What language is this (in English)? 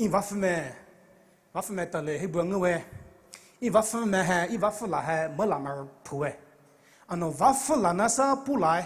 Poumei Naga